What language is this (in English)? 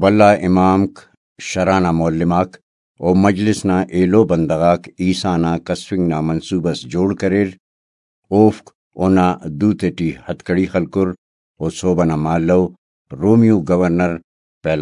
Brahui